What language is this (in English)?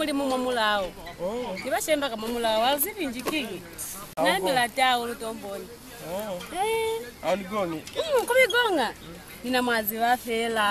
Lozi